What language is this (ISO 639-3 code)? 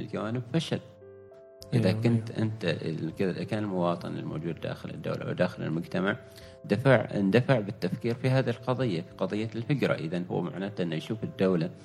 afb